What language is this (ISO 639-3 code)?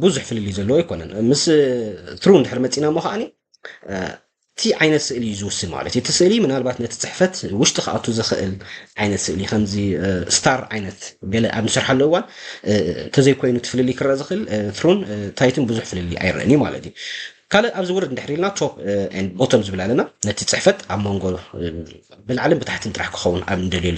tir